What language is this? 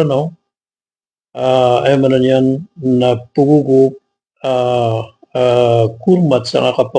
Maranao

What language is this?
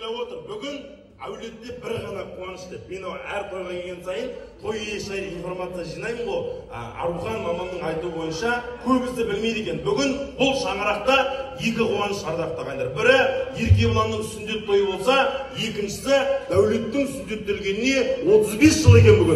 Kazakh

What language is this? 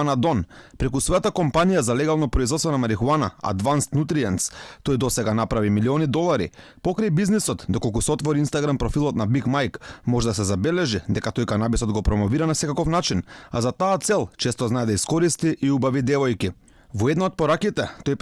Macedonian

